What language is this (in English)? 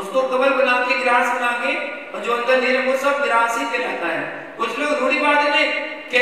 Hindi